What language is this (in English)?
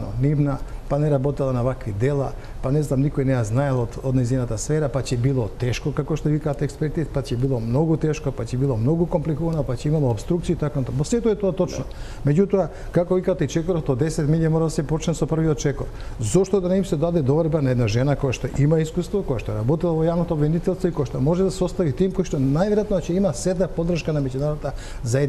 Macedonian